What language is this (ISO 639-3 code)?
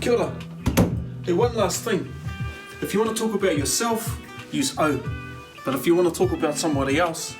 mri